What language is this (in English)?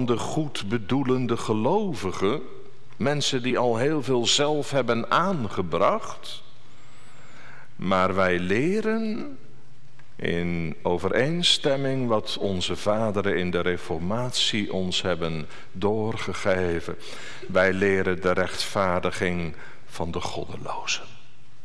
Dutch